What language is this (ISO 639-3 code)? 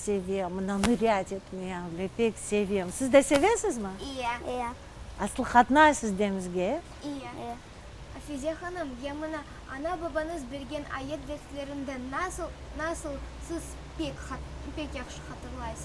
crh